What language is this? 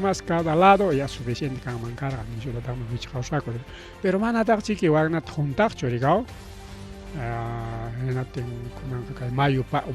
Ayacucho Quechua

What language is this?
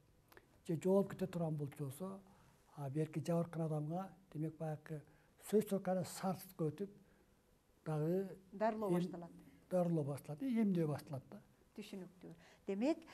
Kyrgyz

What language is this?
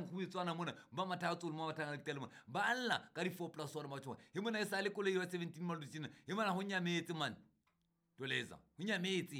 Southern Sotho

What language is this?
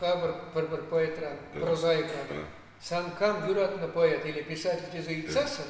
Chuvash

